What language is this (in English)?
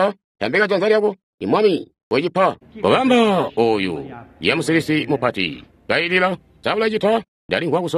Tonga (Zambia)